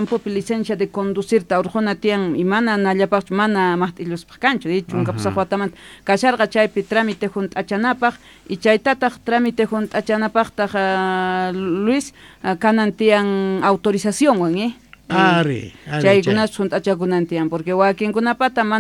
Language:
South Bolivian Quechua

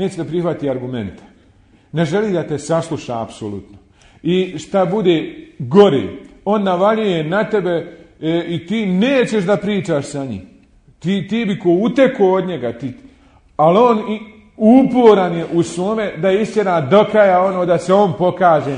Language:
Bosnian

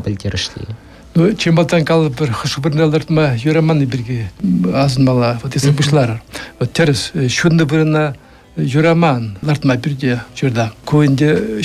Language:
Chuvash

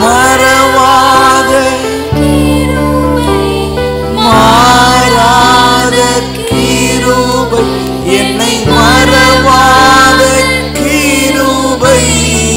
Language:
Tamil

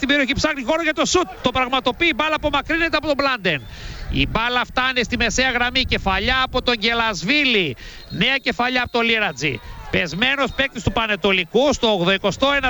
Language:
Greek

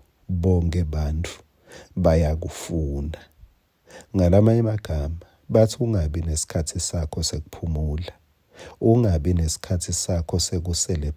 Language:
Swati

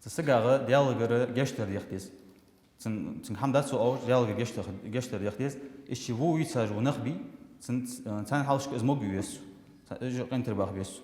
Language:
Ingush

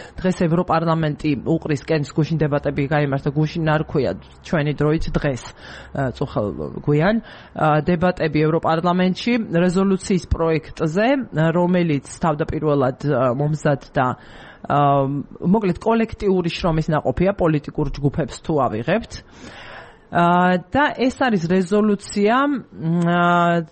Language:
Georgian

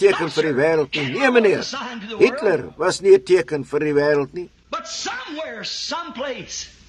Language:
Afrikaans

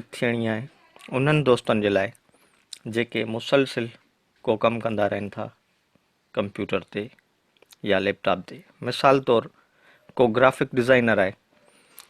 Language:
Sindhi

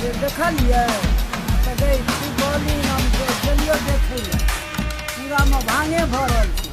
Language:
Maithili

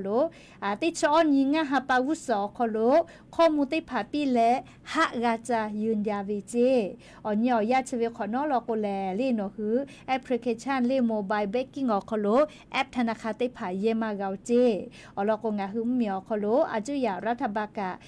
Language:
Lahu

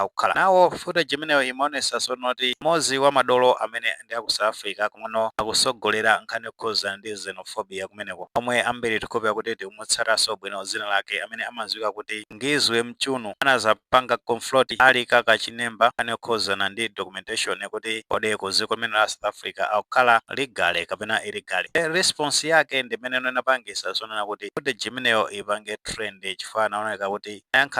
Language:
Nyanja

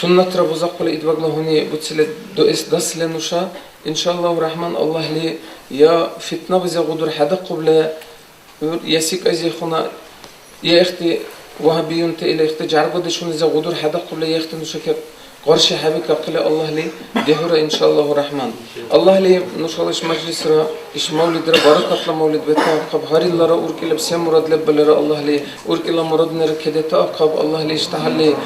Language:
Dargwa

